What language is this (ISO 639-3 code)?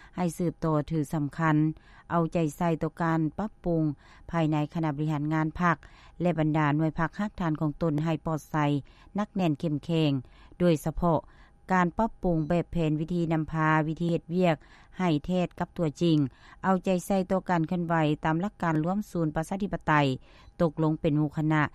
lao